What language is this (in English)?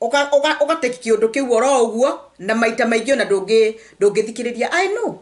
Kikuyu